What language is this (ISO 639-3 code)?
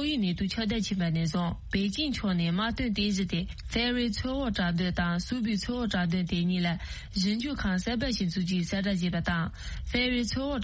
bod